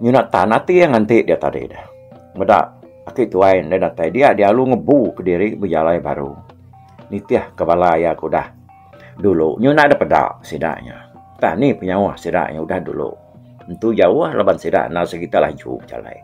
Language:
Iban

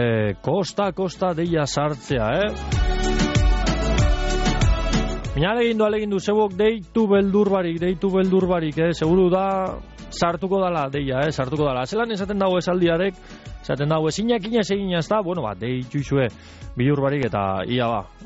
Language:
Basque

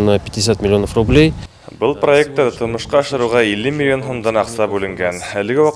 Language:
Bashkir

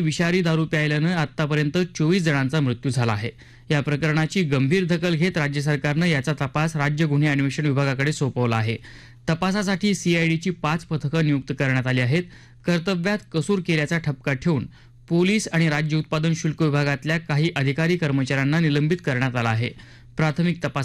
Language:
Marathi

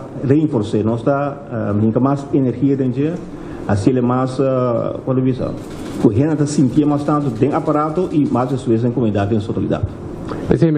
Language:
Papiamento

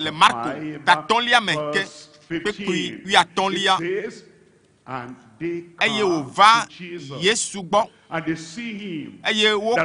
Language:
Ewe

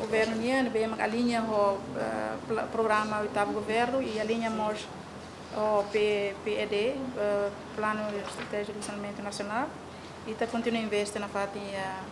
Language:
Tetum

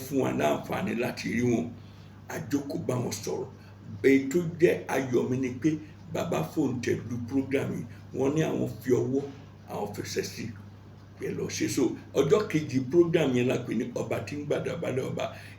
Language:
Yoruba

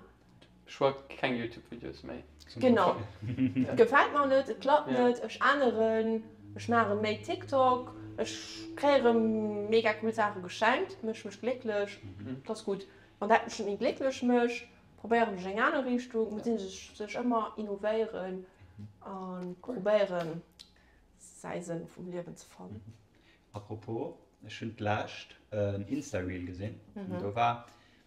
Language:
Luxembourgish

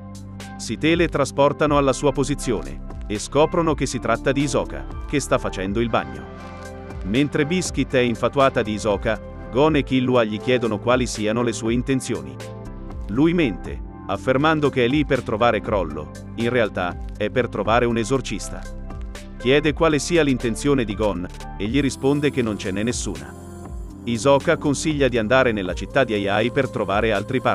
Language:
Italian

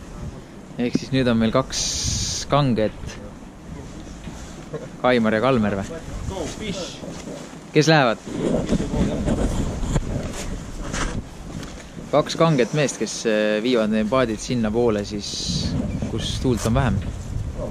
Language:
Estonian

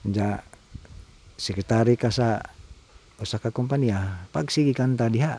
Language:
Cebuano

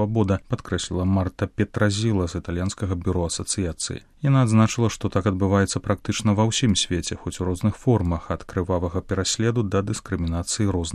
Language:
Belarusian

